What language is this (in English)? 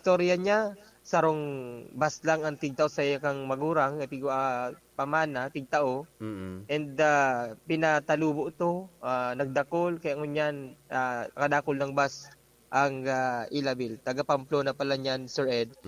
Bikol